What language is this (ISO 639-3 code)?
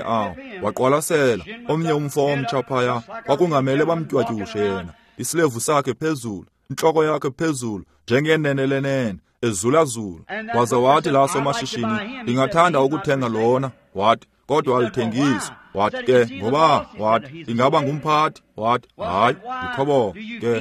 xho